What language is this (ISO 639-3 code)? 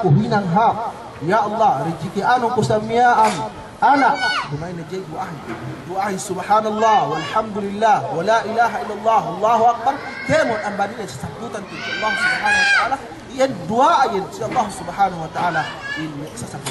yka